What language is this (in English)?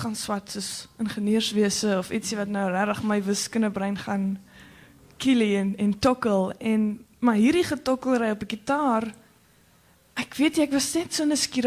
Afrikaans